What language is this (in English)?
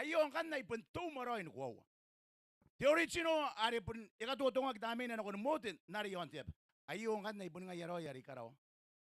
Gilbertese